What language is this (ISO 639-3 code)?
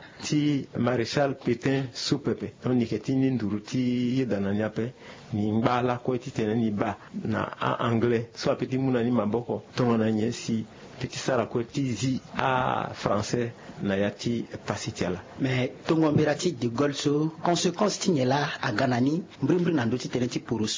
sag